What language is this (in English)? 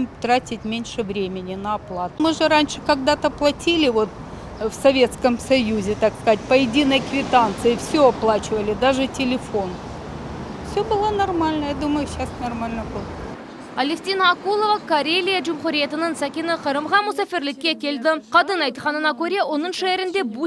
Crimean Tatar